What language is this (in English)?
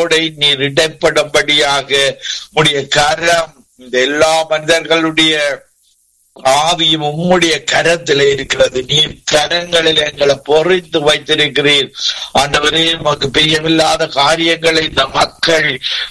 Tamil